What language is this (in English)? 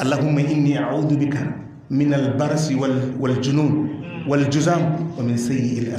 Hausa